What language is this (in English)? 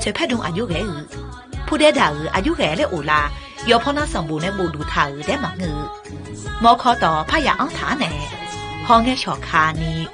Akha